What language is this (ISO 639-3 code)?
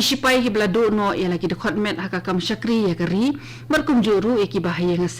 kha